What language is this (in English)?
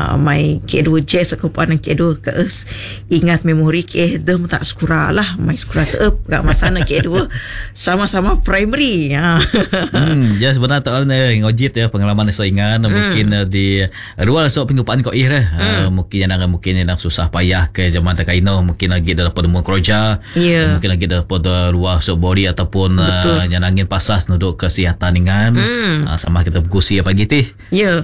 Malay